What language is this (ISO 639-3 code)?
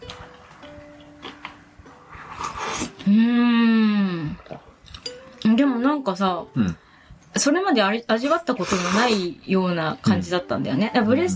jpn